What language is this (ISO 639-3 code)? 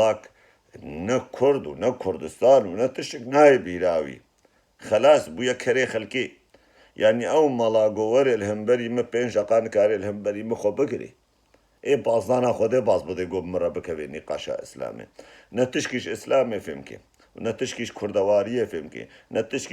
kur